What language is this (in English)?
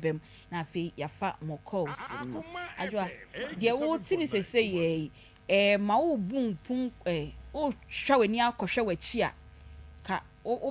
Akan